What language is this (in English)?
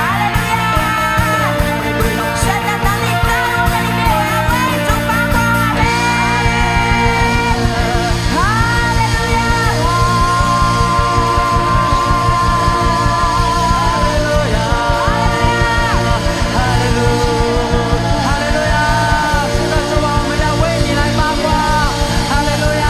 Chinese